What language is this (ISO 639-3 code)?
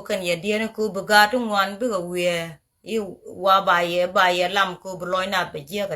nus